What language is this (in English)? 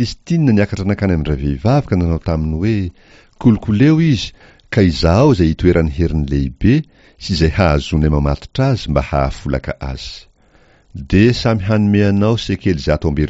Malagasy